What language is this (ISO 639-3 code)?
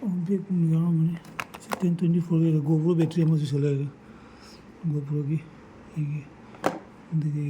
mni